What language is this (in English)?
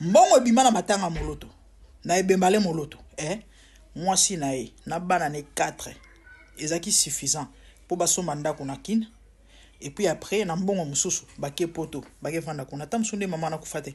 Lingala